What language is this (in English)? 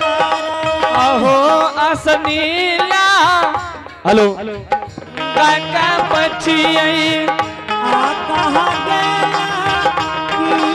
Angika